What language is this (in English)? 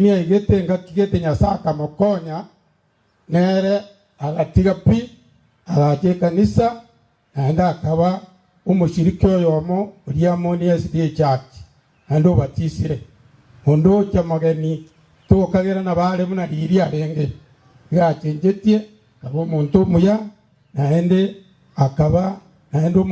Gusii